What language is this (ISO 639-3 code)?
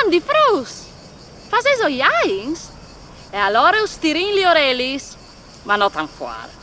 fur